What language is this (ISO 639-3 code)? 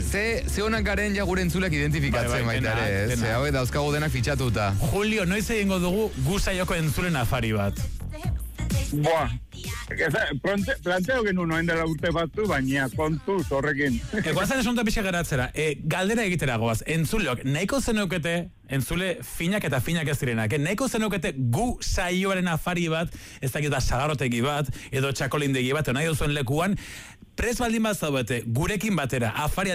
eus